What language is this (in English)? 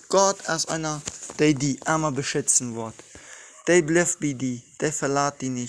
Plautdietsch